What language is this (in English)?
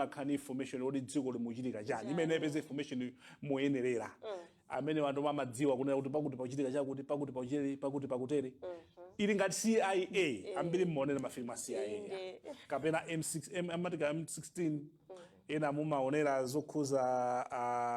Nyanja